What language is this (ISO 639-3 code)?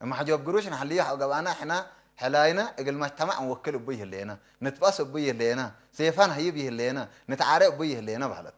tig